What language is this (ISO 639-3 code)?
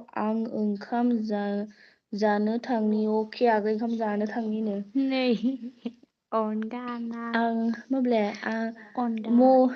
brx